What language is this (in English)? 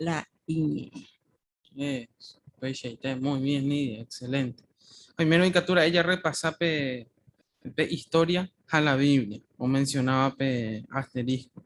Guarani